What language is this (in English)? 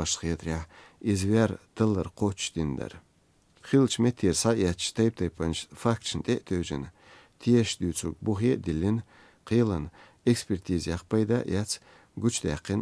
Chechen